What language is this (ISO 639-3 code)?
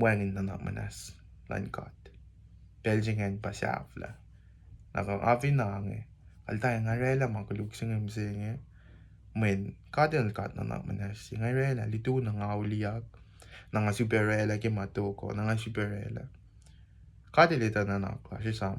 kos